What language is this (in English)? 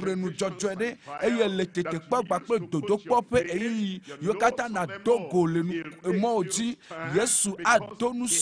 Ewe